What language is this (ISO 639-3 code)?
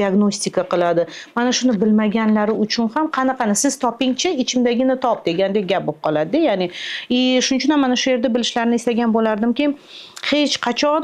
uzb